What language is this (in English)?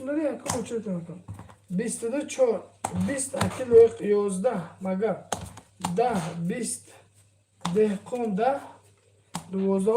Tajik